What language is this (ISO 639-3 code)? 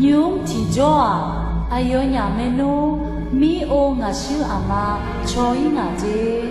ahk